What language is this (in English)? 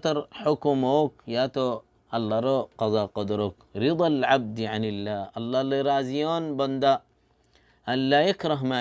Rohingya